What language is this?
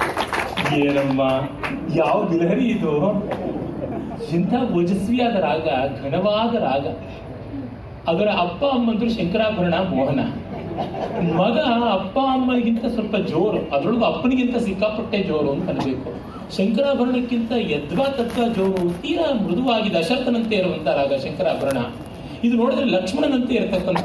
Kannada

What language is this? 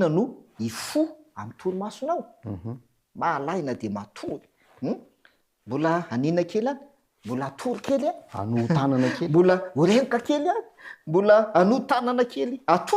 Malagasy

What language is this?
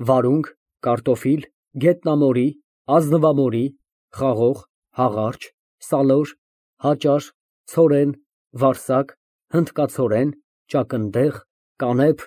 Armenian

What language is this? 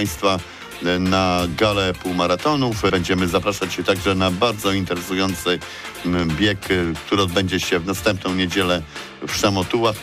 Polish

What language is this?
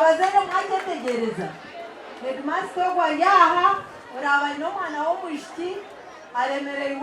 Nyankole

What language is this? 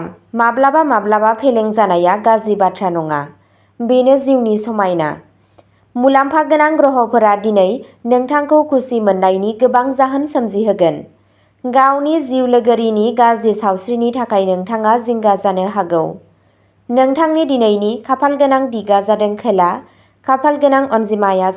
Bodo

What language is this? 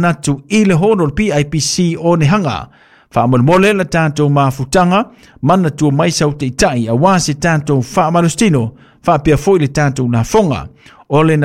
Samoan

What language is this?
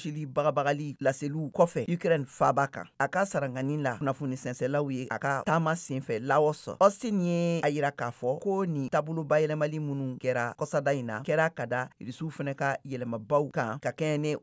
Bambara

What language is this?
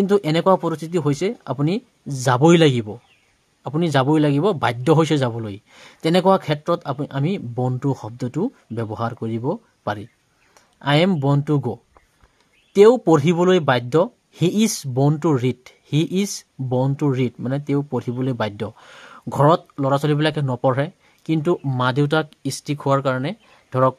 Assamese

